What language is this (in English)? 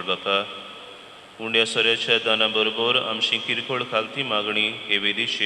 Konkani